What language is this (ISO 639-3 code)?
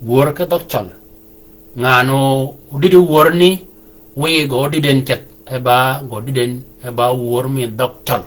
shk